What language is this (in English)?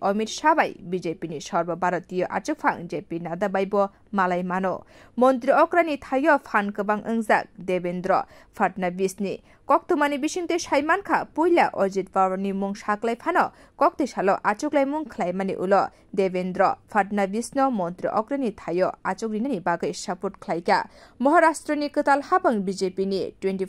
Kok Borok